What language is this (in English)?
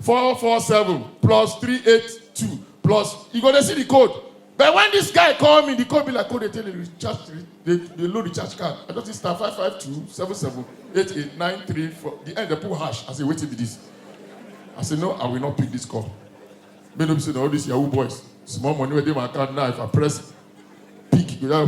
Nigerian Pidgin